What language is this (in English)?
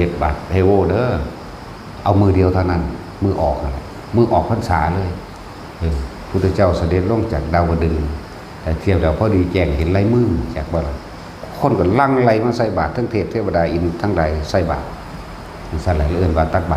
Northeastern Thai